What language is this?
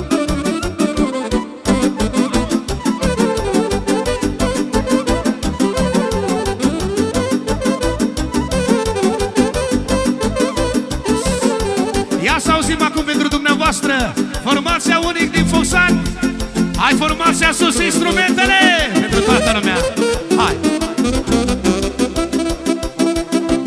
Romanian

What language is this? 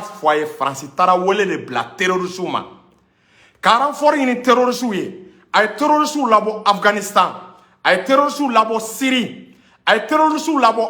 Bambara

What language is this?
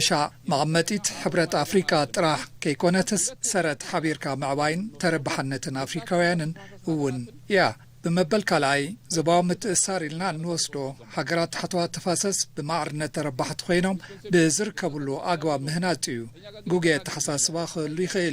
Tigrinya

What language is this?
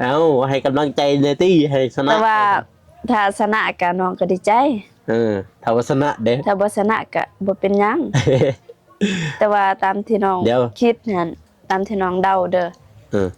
Lao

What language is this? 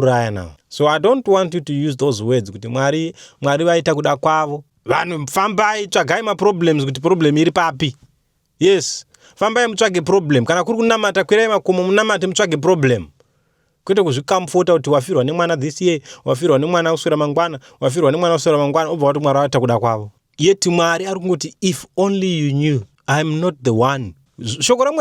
Shona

